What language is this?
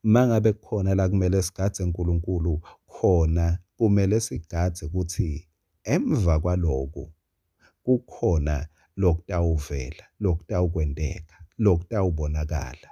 Swati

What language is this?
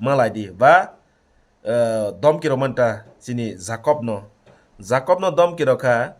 Kok Borok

